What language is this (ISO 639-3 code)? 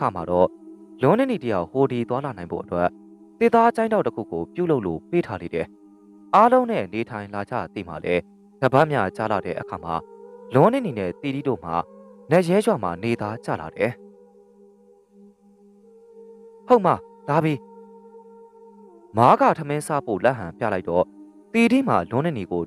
mya